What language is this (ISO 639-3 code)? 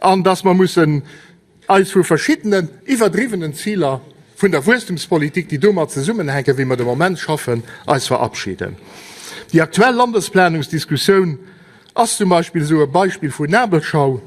ltz